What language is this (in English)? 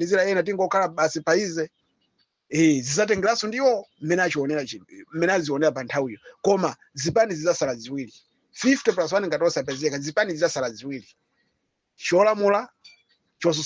Nyanja